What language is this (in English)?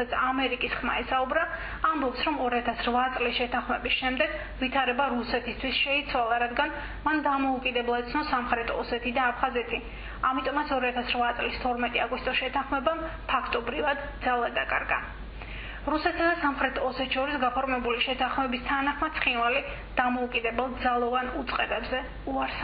Georgian